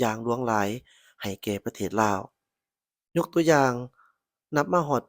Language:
Lao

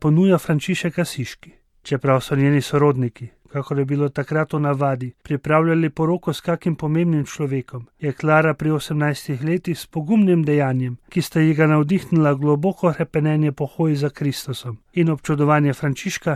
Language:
Slovenian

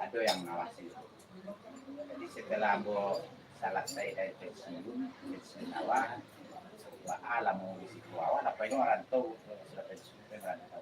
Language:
Minangkabau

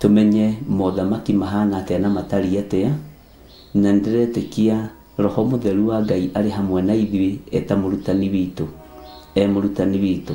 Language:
Kikuyu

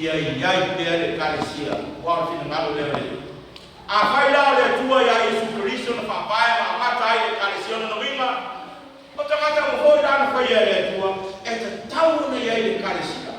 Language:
Samoan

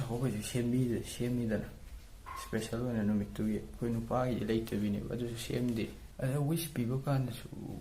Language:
Manipuri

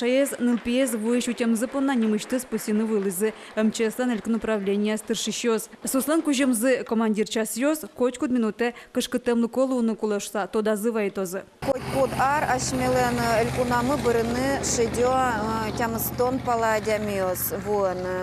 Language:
Udmurt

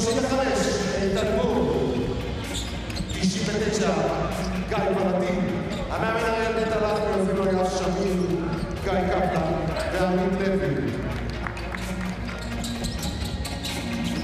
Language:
Hebrew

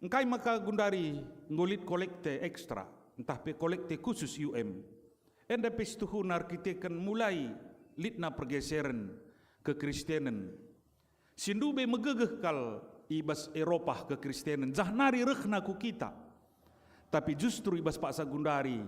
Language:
Batak Karo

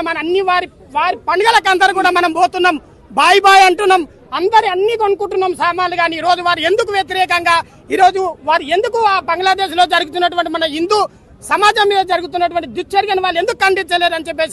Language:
Telugu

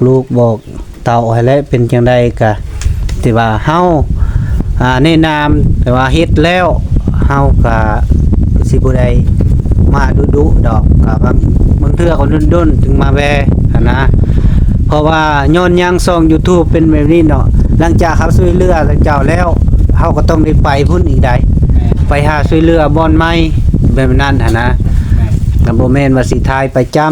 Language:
Lao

